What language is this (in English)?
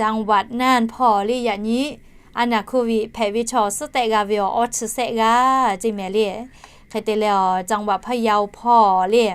Lahu